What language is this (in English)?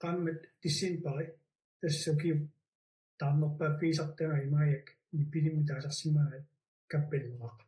Kalaallisut